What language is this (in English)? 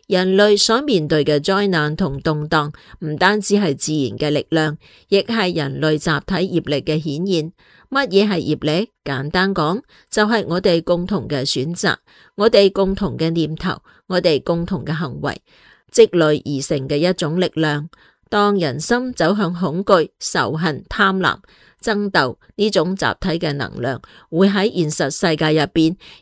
Cantonese